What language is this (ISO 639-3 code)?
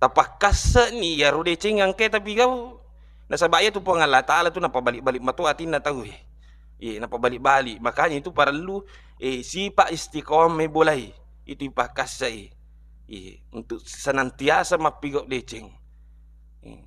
bug